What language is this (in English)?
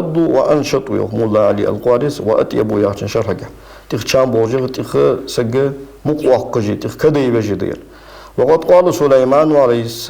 Ingush